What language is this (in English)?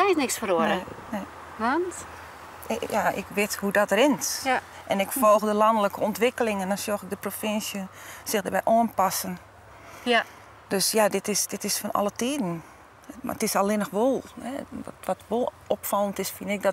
Western Frisian